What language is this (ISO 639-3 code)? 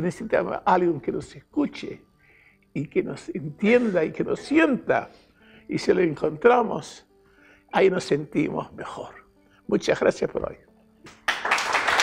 spa